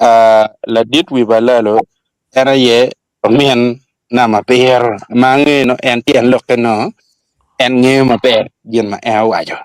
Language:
Acoli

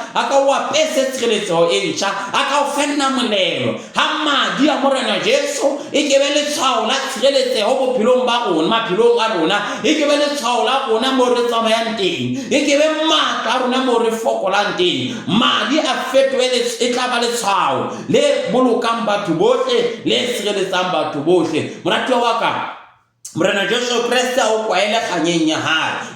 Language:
Southern Sotho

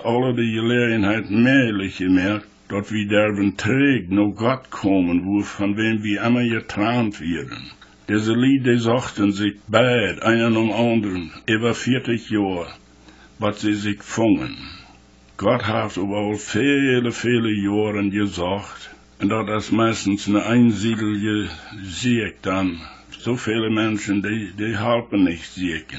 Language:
Plautdietsch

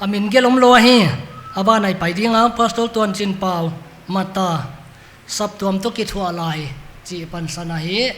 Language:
Paite Chin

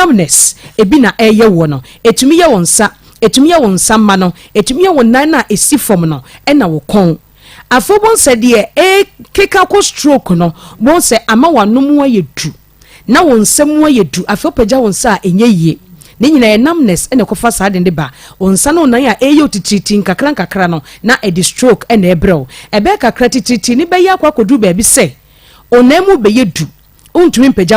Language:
Akan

